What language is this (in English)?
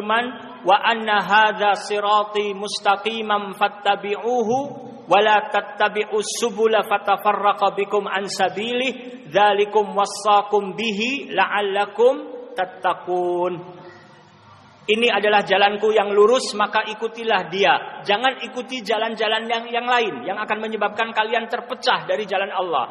Indonesian